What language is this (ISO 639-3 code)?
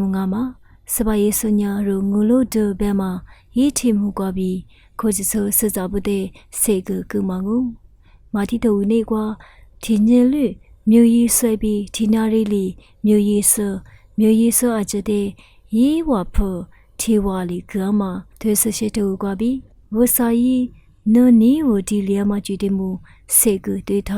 lis